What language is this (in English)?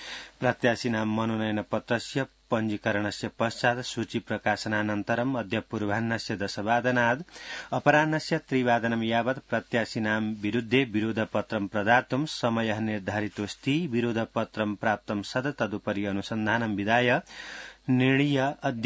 Sanskrit